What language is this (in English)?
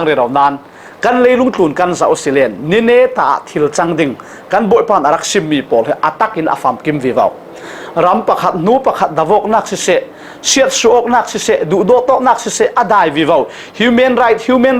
Falam Chin